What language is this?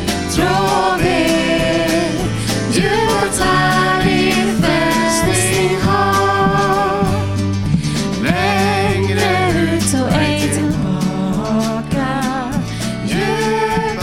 Swedish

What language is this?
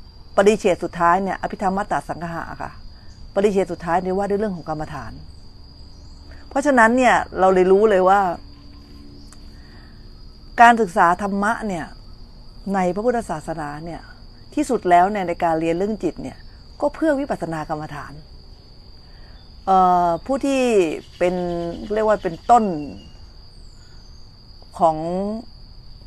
Thai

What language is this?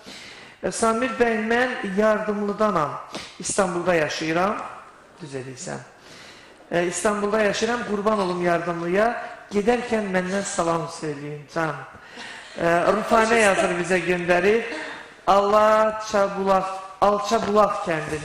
Azerbaijani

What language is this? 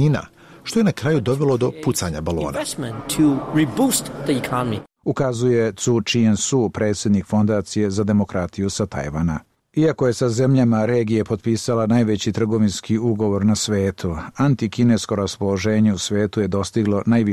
Bosnian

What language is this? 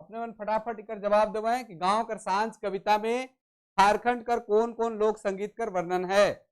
Sadri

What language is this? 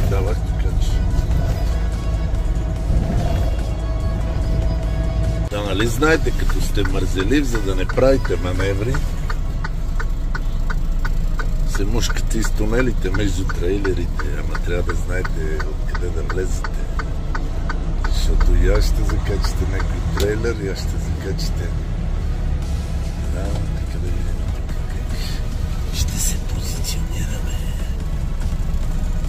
Bulgarian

